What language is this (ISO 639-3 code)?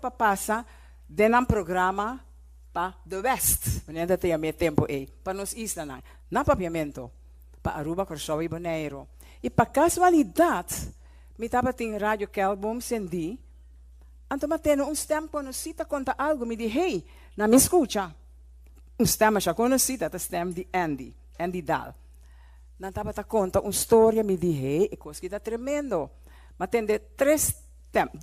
pap